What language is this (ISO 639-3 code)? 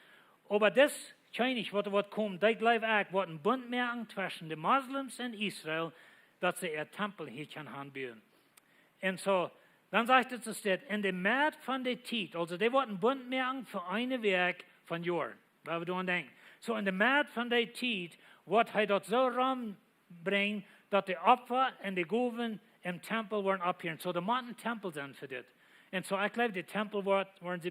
pdt